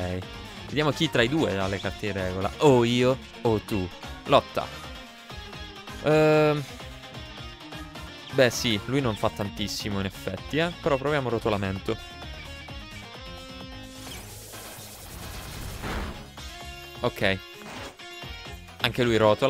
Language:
Italian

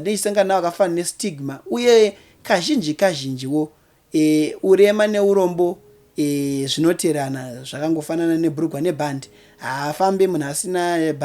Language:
Shona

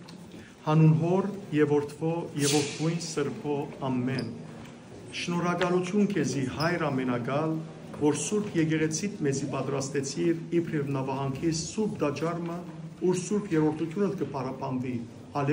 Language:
Western Armenian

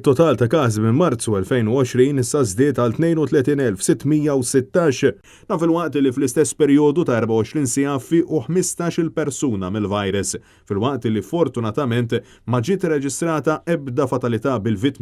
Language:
Maltese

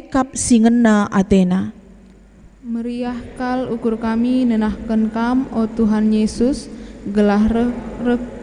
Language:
Batak Karo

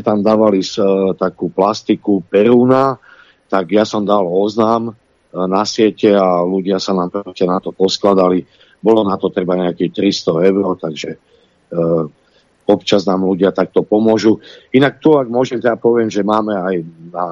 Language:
Slovak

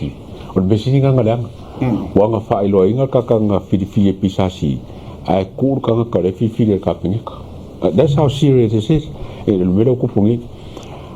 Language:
Samoan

